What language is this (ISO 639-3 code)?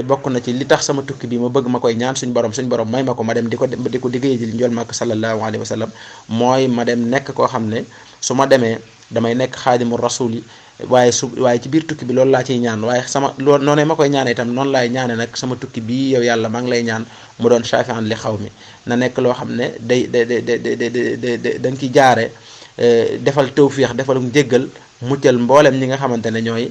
wol